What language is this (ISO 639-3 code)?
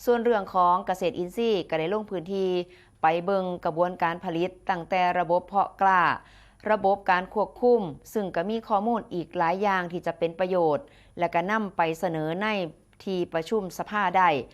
tts